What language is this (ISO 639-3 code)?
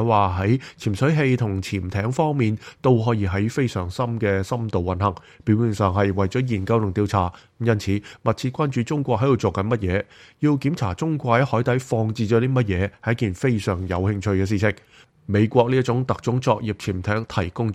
yue